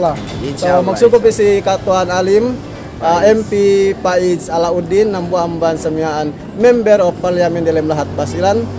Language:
Yakan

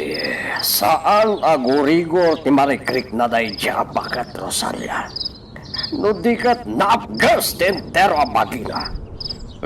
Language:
Iloko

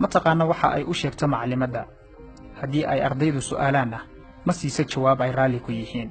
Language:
Somali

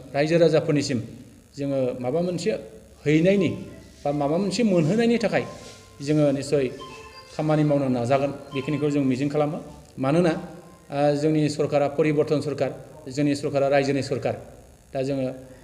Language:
Bodo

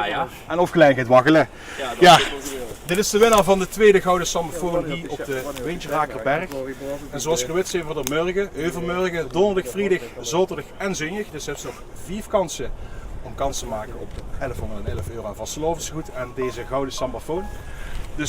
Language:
Limburgish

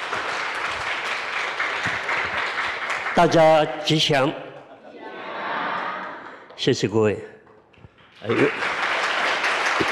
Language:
Chinese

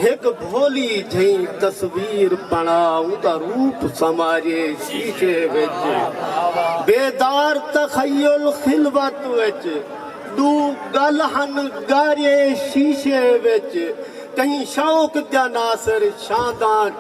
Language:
Saraiki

